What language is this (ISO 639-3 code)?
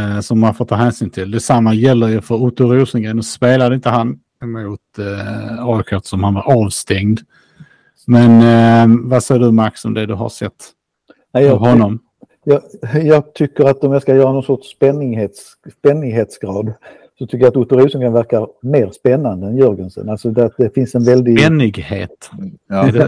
swe